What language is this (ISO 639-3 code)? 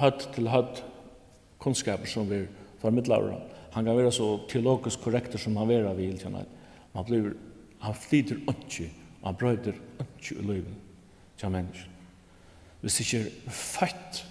fao